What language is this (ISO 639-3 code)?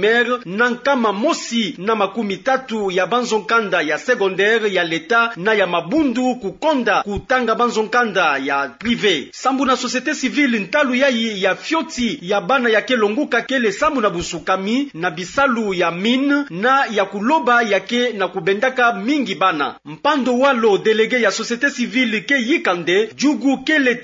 ktu